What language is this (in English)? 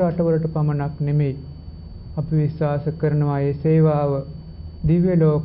Sinhala